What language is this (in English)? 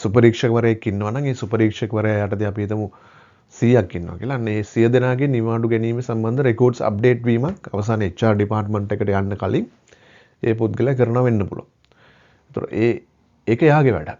Sinhala